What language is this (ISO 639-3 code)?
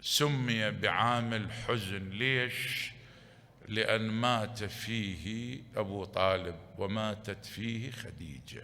acm